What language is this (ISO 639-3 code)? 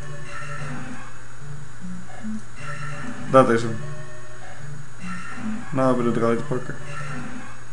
nld